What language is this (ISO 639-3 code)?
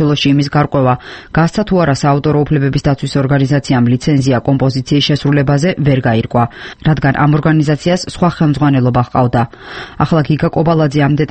kat